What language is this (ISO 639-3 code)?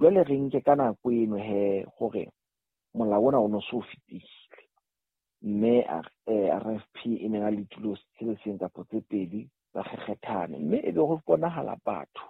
sot